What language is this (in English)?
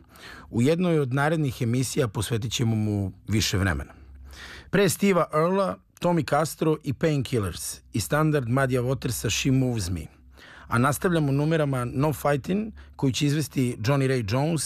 Serbian